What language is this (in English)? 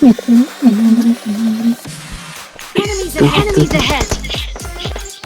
Yakut